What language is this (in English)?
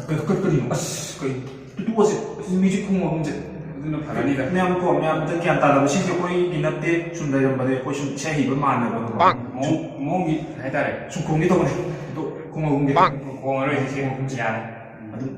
Manipuri